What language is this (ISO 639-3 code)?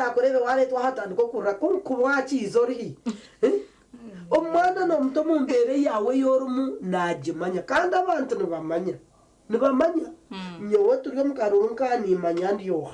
nyn